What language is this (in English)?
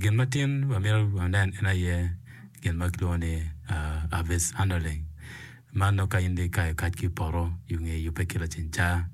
Acoli